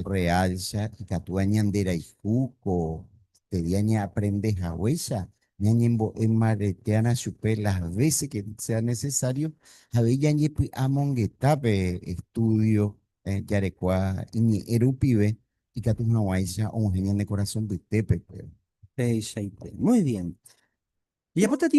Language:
Guarani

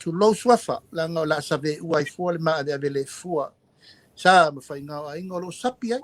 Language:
Samoan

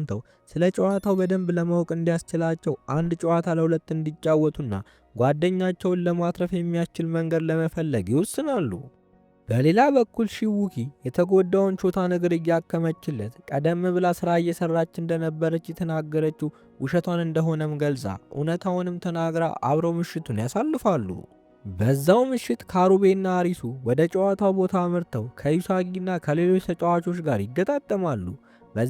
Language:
Amharic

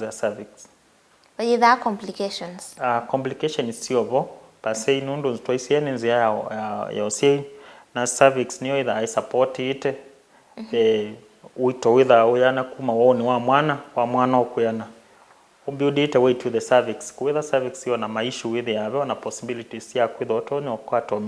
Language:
Kamba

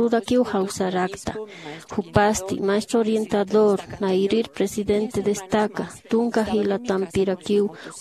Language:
Aymara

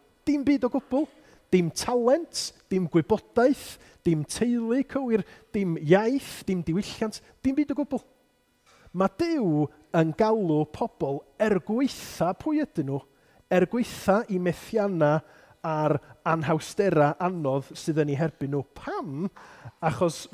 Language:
Welsh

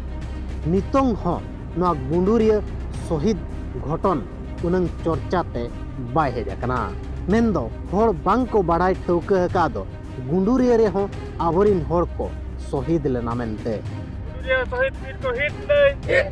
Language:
Santali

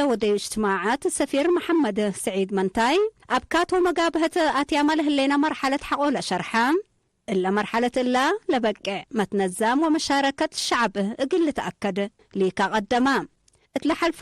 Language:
Tigre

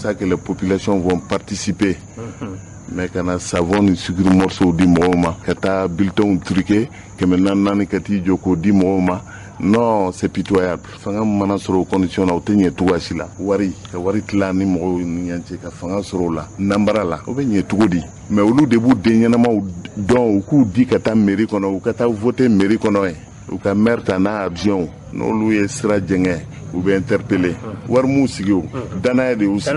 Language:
Bambara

